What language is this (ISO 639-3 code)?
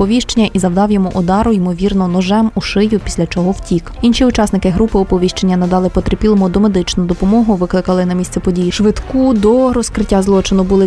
ukr